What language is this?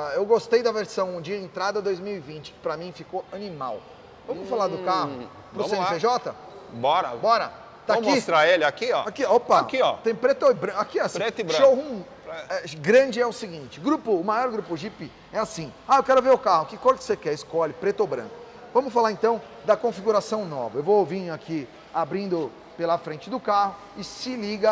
Portuguese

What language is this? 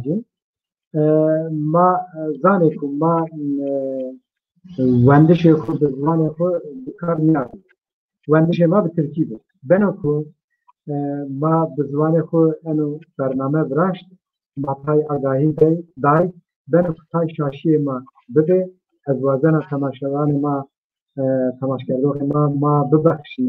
Zaza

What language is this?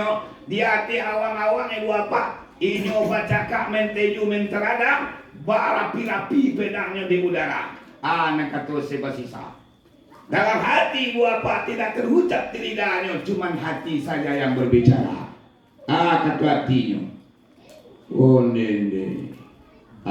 Minangkabau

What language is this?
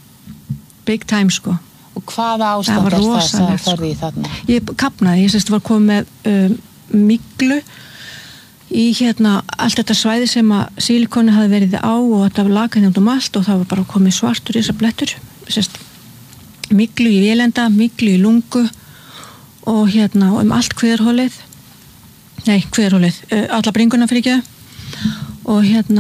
Icelandic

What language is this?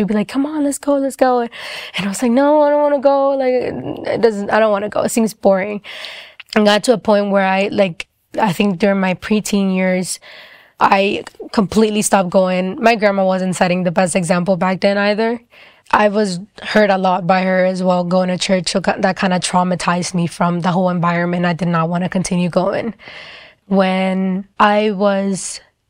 English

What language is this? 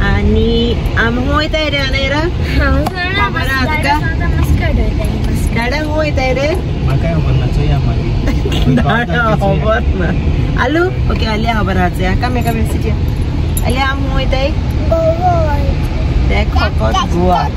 Konkani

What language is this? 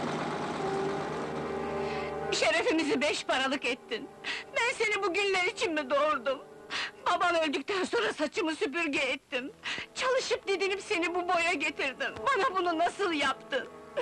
Turkish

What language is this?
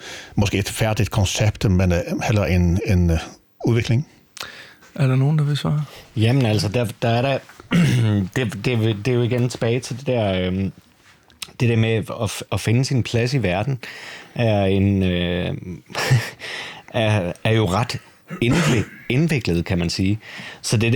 Danish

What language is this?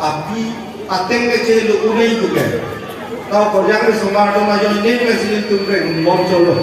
Karbi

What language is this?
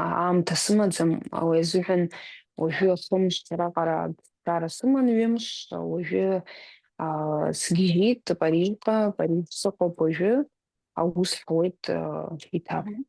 Abkhazian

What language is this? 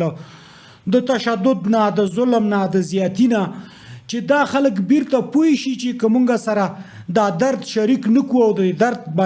Pashto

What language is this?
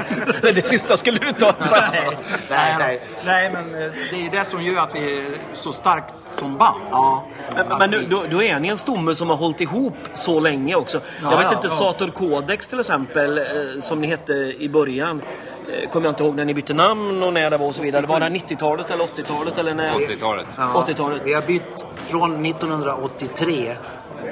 Swedish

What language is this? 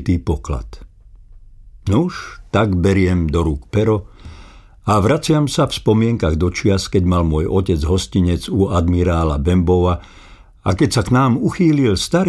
Slovak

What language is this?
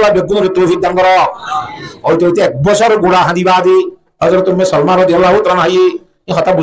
Rohingya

